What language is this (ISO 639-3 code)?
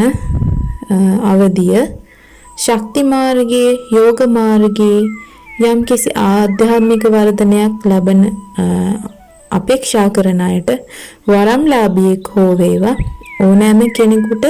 sin